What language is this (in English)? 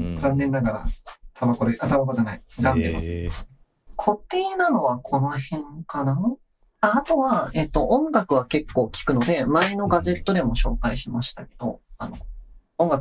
Japanese